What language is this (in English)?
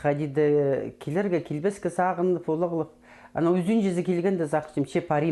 Khakas